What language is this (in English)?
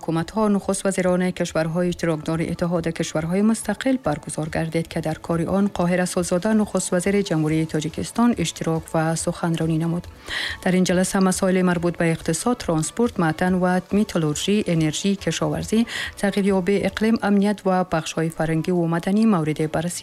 Tajik